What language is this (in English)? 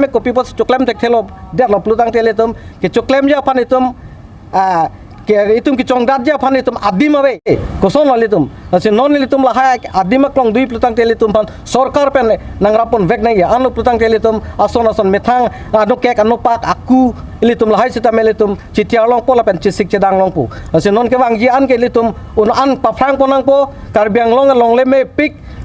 Karbi